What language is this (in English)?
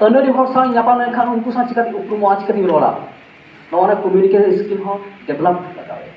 Santali